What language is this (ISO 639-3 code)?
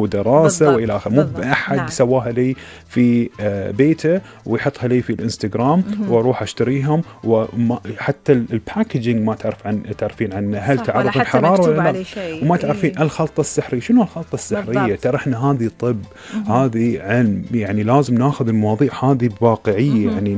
afb